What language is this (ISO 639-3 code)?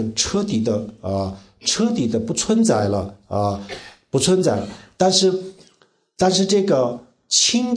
zho